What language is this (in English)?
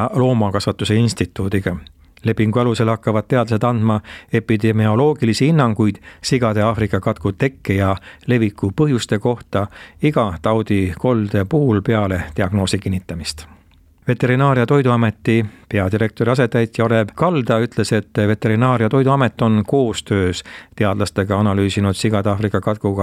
Estonian